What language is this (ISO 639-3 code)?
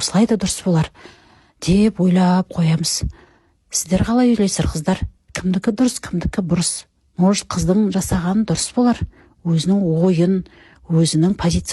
kaz